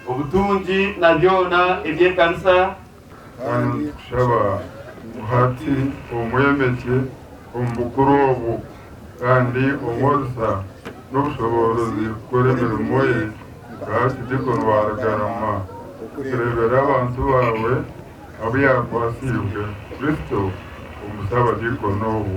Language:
Nyankole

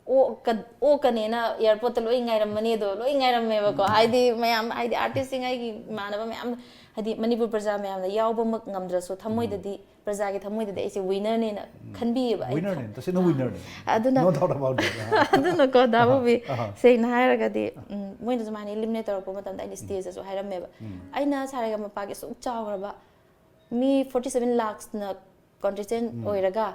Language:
Manipuri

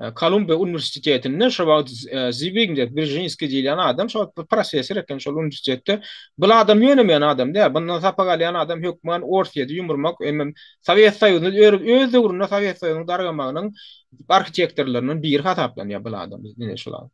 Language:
Turkmen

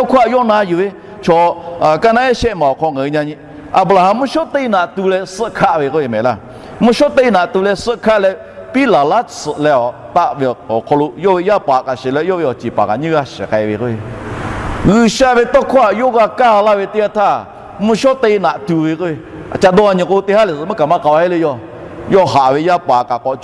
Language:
Lahu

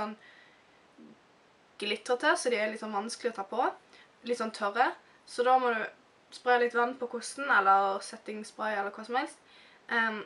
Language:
Norwegian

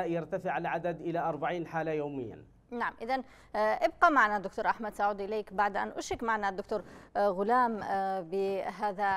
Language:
Arabic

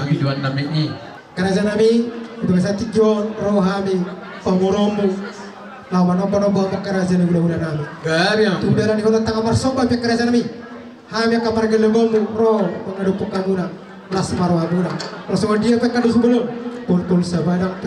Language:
Batak Toba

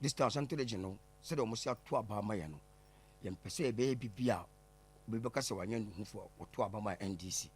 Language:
Akan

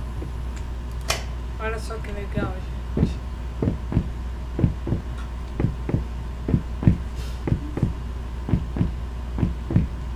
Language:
Portuguese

